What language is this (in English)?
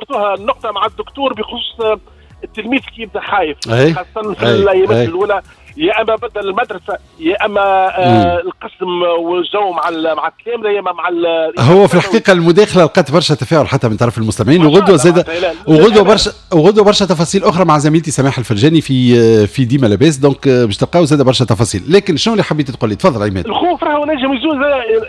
Tunisian Arabic